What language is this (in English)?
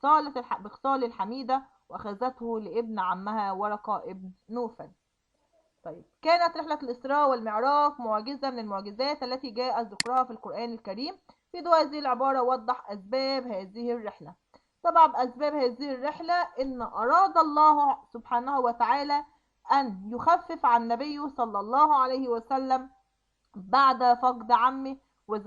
Egyptian Arabic